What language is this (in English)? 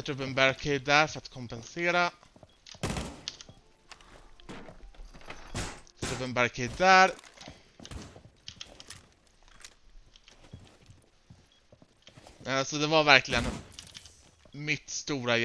Swedish